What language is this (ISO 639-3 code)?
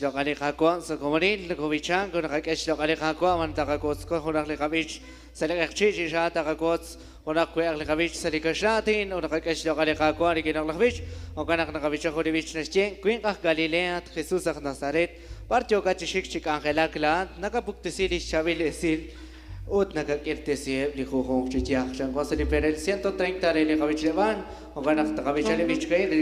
kek